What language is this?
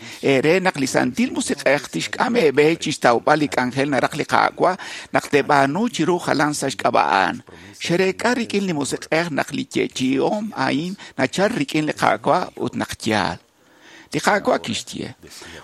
Kekchí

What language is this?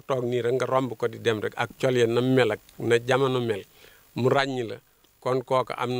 Wolof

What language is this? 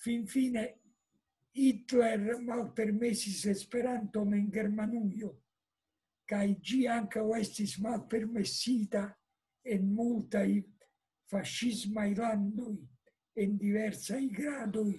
Esperanto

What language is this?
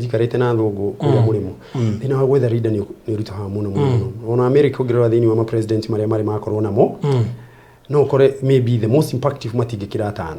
Kikuyu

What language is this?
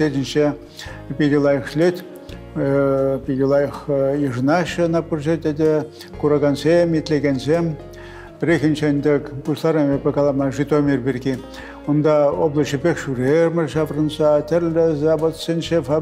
Chuvash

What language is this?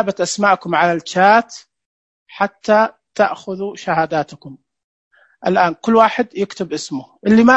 Najdi Arabic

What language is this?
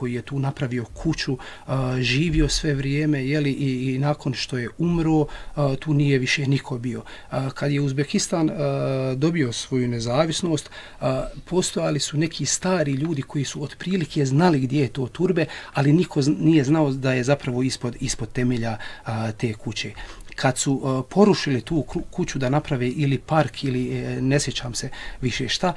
Bosnian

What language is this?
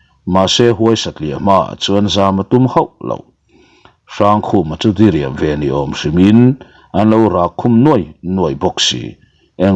Mizo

